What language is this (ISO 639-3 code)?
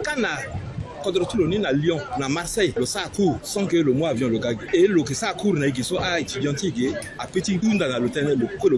sag